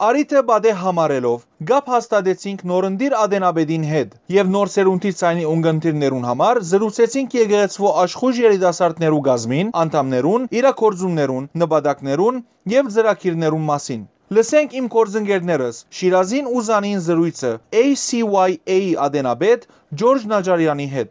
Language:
Western Armenian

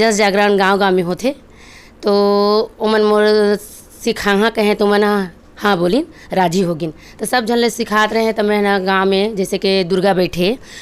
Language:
Chhattisgarhi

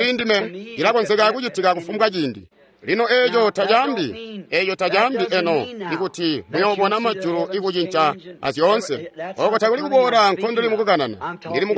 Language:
Tonga (Zambia)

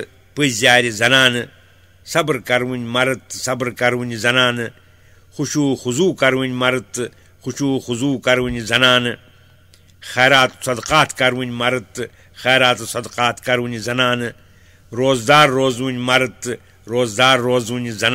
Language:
Kashmiri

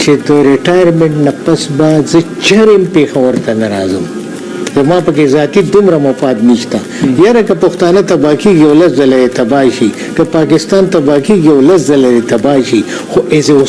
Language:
Pashto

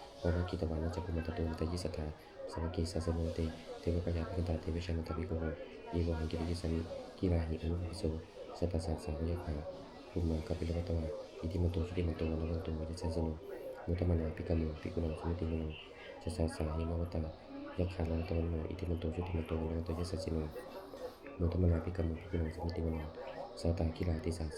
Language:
Pali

